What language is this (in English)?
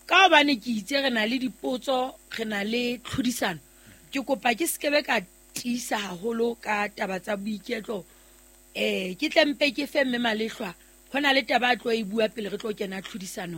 Southern Sotho